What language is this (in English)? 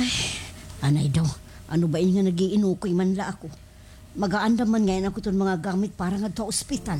Waray